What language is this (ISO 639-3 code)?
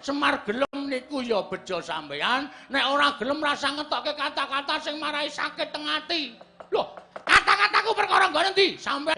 jav